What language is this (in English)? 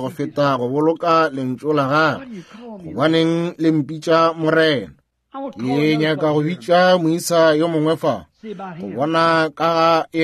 Northern Sotho